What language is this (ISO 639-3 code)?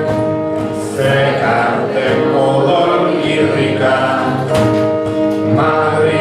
eus